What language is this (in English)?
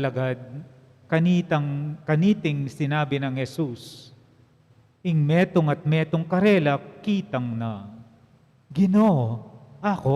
Pampanga